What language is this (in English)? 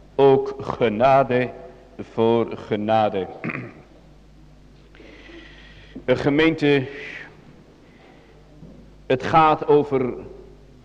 Dutch